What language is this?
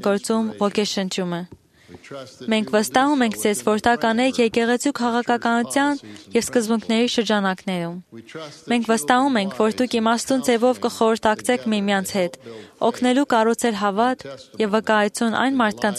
Armenian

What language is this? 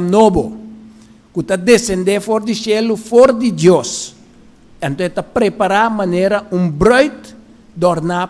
Papiamento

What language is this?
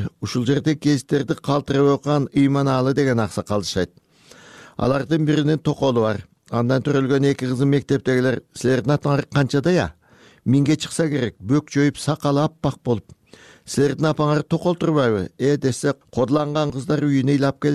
Kyrgyz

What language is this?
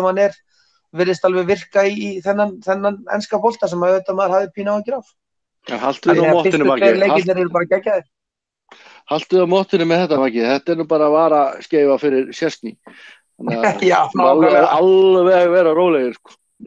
Icelandic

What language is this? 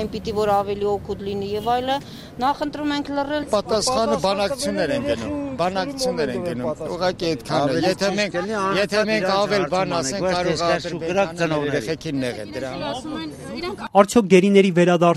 Armenian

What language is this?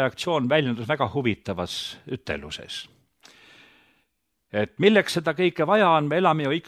Estonian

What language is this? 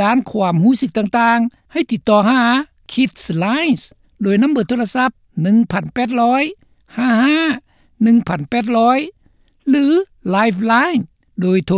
Lao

